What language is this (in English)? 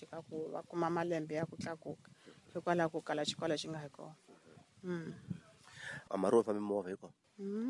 Tsonga